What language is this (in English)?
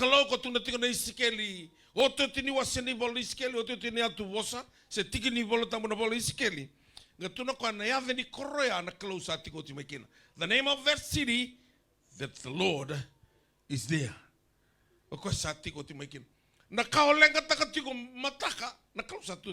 Fijian